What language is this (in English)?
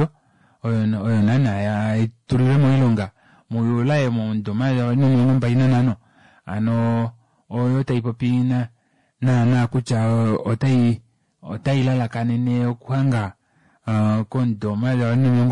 Kuanyama